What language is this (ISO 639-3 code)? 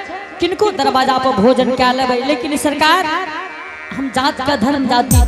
anp